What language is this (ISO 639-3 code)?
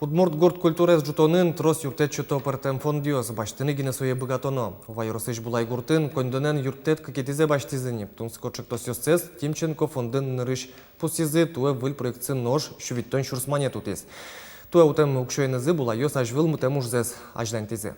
udm